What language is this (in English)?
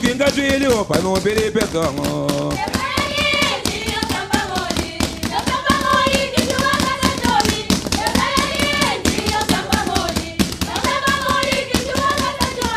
Kabuverdianu